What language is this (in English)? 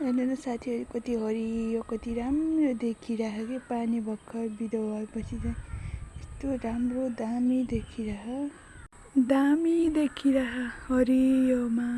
Nepali